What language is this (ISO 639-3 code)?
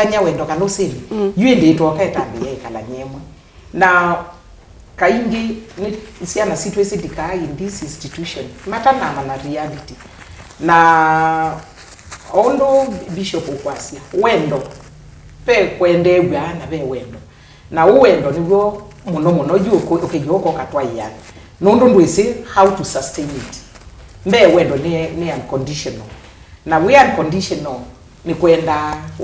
kam